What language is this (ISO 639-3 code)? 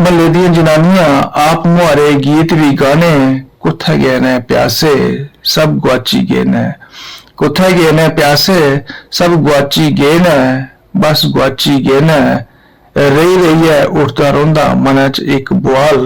doi